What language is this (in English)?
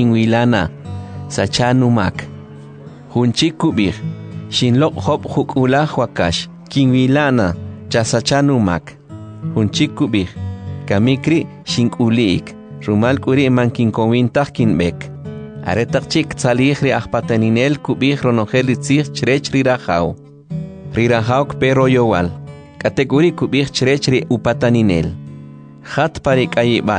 Kʼicheʼ